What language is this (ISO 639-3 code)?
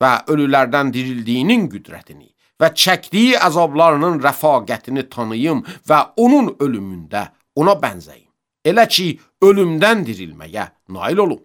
aze